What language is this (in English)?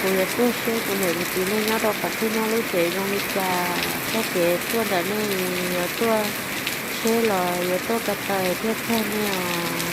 Hmong